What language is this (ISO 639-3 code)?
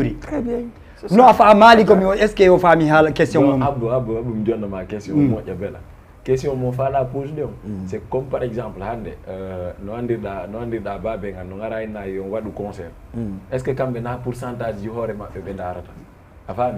ful